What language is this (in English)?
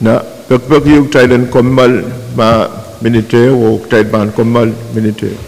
Pohnpeian